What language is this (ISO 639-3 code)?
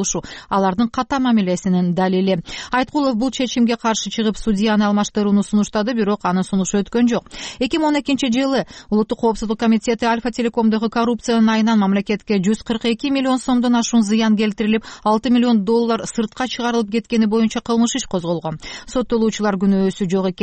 kir